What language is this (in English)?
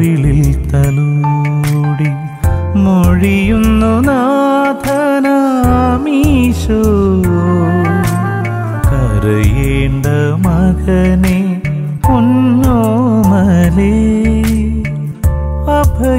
Malayalam